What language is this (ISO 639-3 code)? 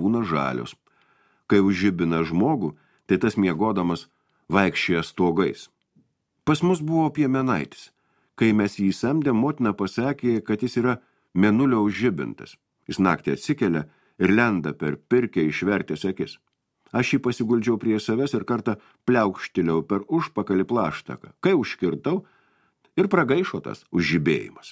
lit